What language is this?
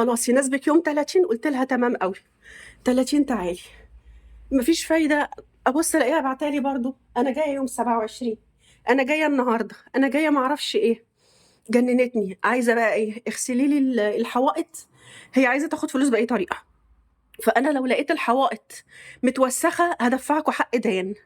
Egyptian Arabic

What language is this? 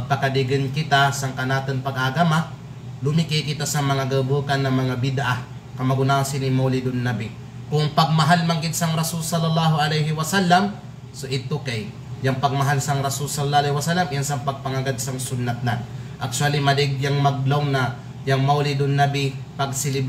Kalagan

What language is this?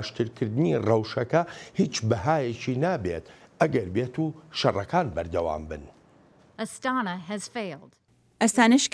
Central Kurdish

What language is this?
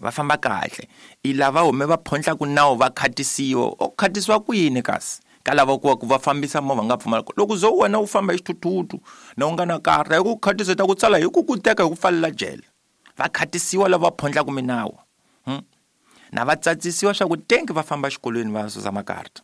Tsonga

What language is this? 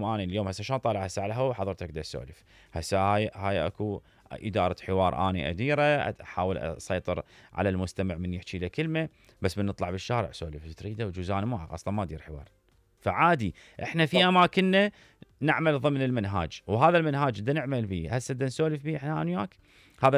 Mesopotamian Arabic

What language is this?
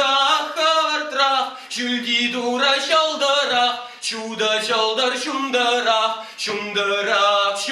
Chuvash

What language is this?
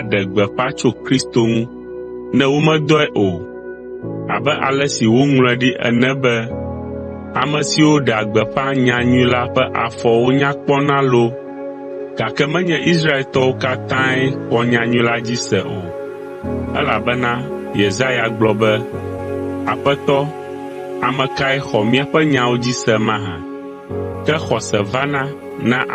Ewe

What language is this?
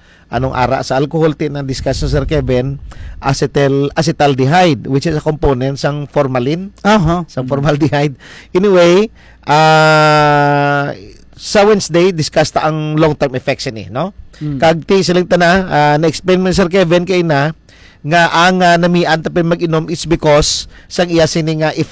Hiligaynon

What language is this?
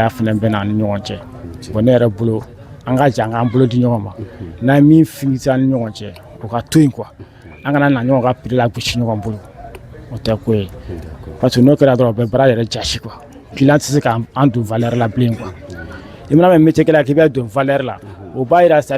Bambara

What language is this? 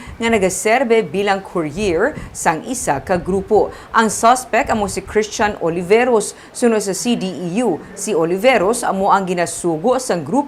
Hiligaynon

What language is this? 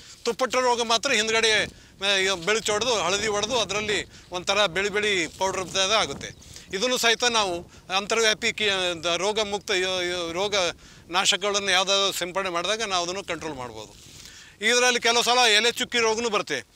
Kannada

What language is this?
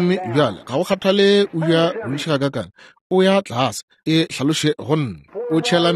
Northern Sotho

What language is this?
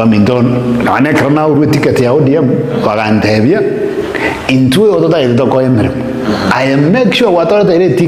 Gusii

